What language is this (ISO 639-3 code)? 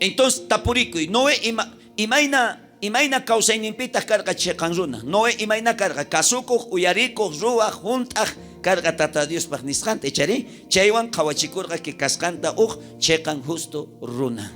quh